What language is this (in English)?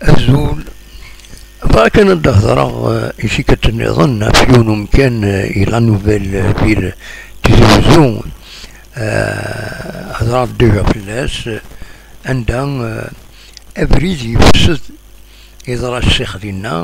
Kabyle